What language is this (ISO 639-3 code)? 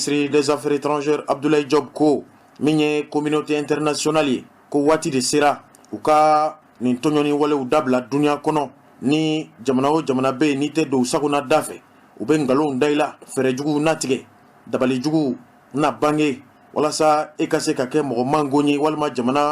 bam